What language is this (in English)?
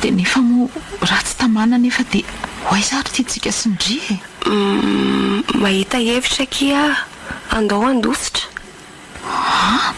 Malagasy